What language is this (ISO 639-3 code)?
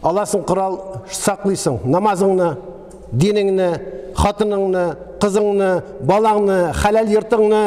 tat